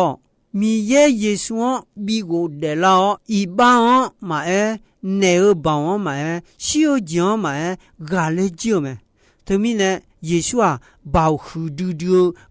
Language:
Akha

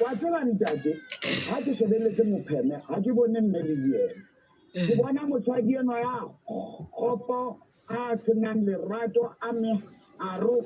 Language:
Southern Sotho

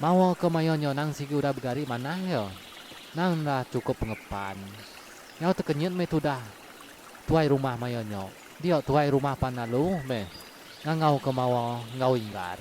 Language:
Iban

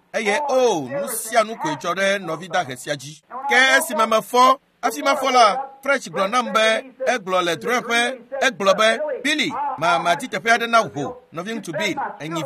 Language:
Ewe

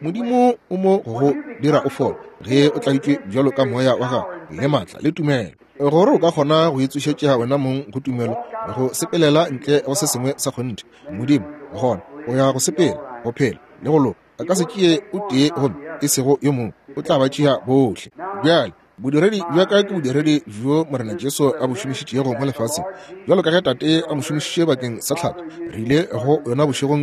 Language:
Northern Sotho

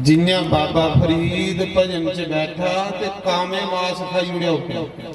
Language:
Dogri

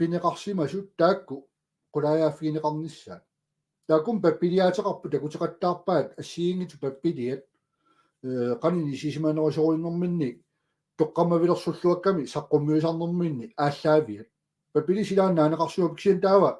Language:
Kalaallisut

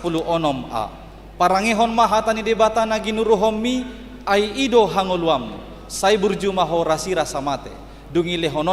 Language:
Batak Toba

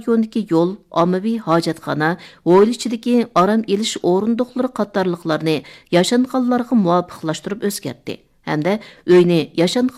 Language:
Uyghur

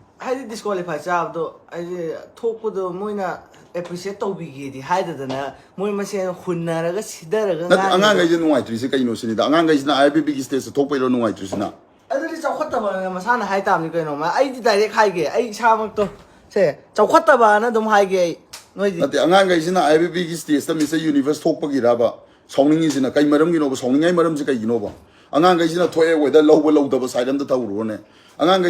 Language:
Manipuri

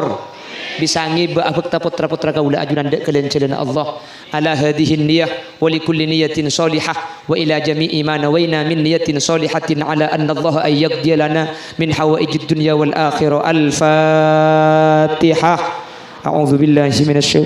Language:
Madurese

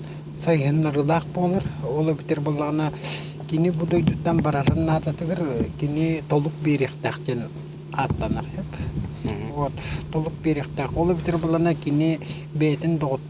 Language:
Yakut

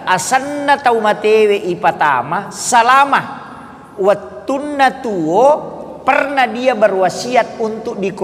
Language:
Buginese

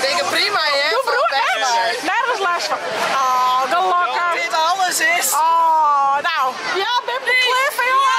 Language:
Western Frisian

